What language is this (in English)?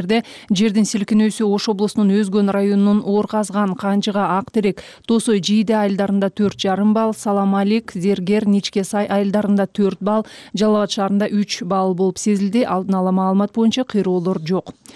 Kyrgyz